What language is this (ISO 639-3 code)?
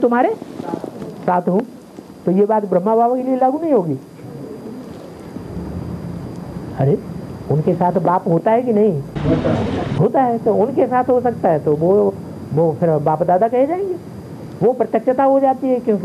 hin